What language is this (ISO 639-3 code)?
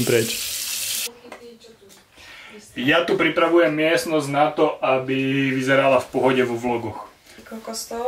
slk